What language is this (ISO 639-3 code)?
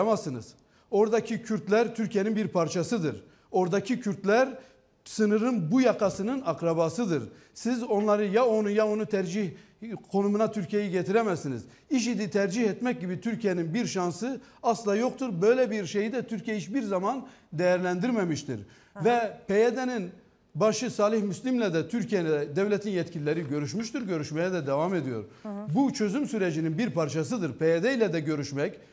tur